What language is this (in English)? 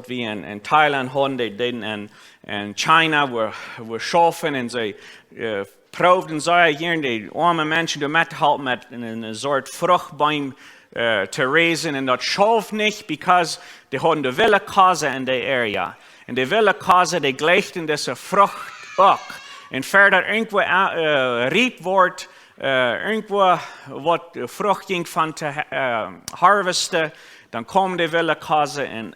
Plautdietsch